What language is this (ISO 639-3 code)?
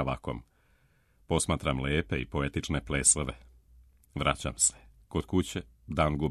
srp